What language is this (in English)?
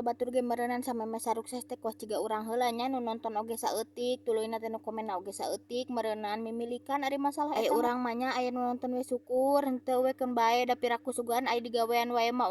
Sundanese